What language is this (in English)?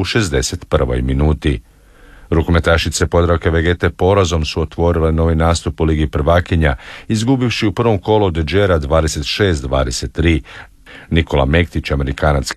Croatian